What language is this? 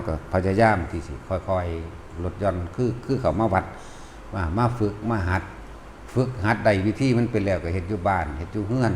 Northeastern Thai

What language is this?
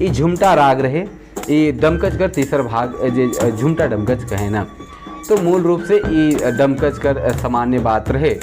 Sadri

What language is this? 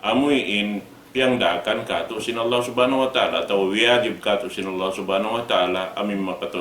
Tausug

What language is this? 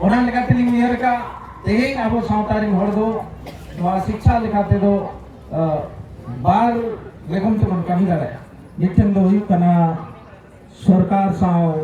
Santali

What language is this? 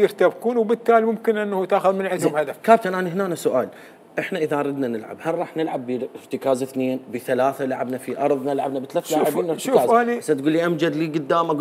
Mesopotamian Arabic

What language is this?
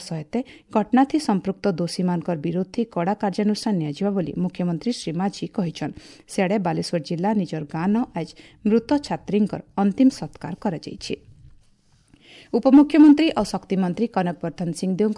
Odia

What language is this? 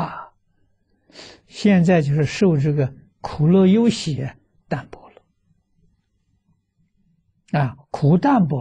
Chinese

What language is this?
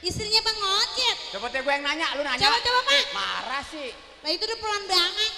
Betawi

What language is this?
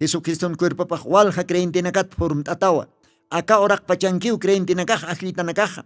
Aymara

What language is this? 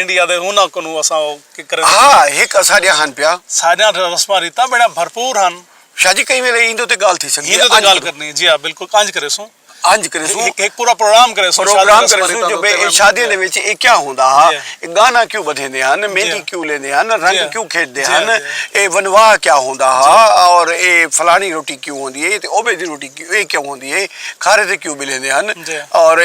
Saraiki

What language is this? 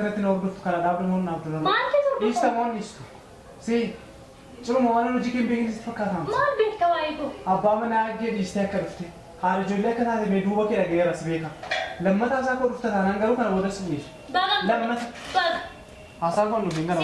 Oromo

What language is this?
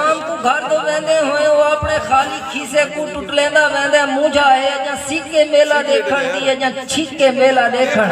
Saraiki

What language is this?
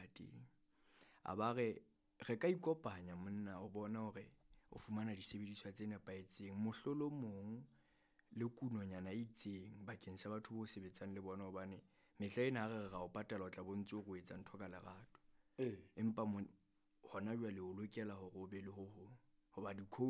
Southern Sotho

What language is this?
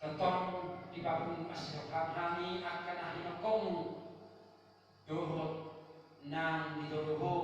Batak Toba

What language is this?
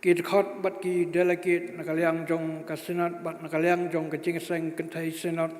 Khasi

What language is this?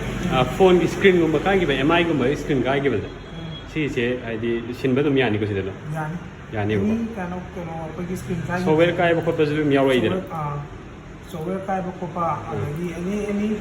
Manipuri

